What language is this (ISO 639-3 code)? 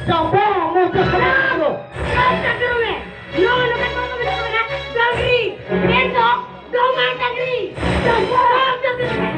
sat